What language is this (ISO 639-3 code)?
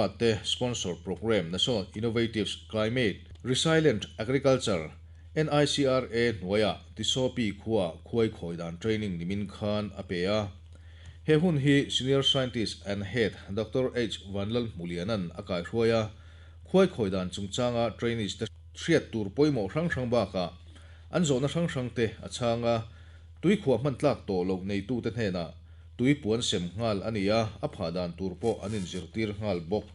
lus